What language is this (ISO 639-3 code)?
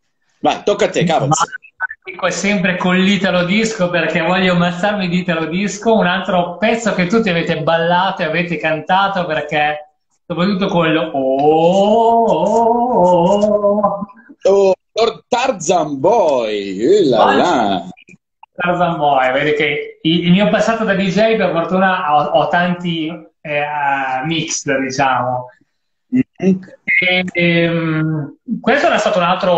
ita